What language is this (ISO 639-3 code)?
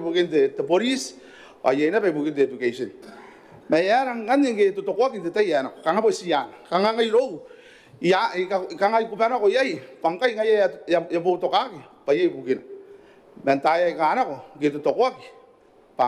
gil